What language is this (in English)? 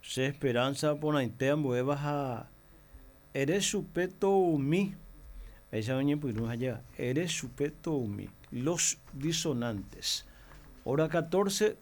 Guarani